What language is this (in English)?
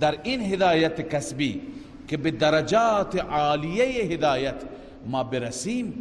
Persian